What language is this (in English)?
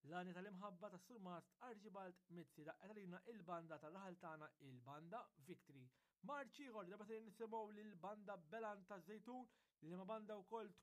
Maltese